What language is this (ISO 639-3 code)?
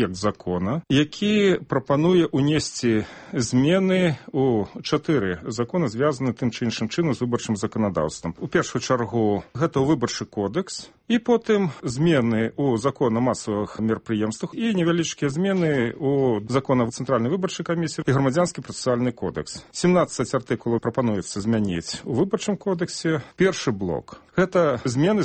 bel